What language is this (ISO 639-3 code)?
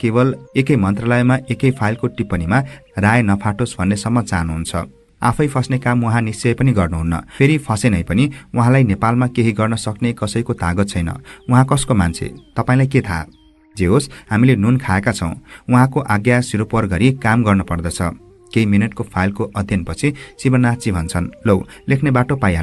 nep